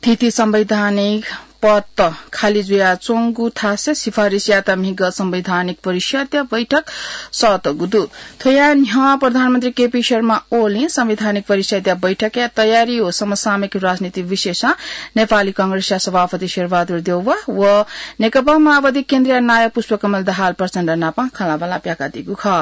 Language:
Newari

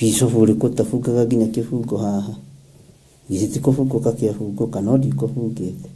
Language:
Kikuyu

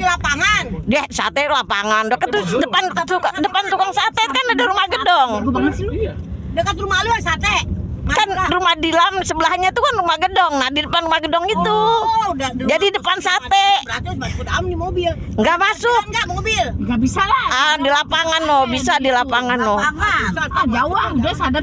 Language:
Betawi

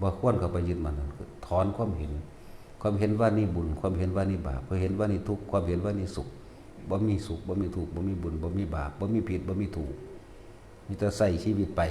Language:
Northeastern Thai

